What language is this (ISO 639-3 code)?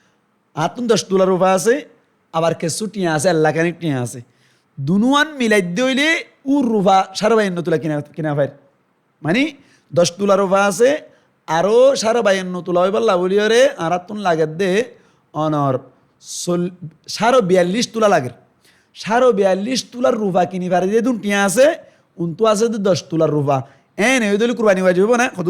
rhg